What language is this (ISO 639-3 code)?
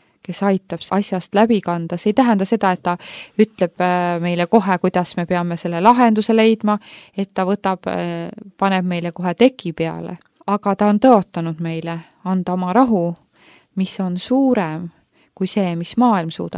est